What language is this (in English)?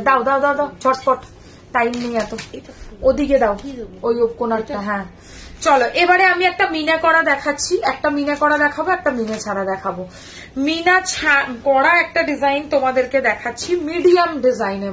Bangla